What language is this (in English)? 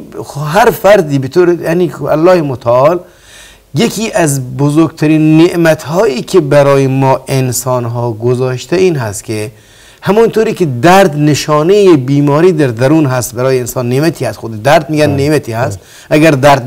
Persian